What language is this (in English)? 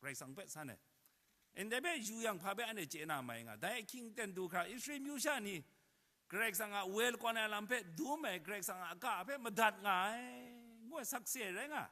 Kachin